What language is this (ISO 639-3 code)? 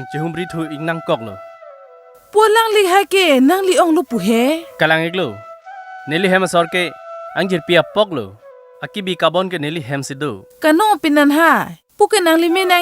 mjw